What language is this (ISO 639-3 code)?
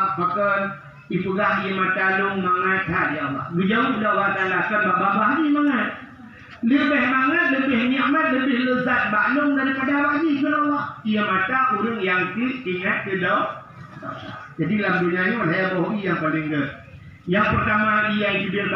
ace